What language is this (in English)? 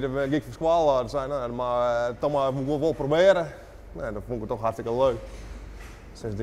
Western Frisian